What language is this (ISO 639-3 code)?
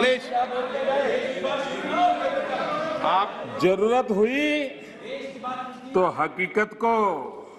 hin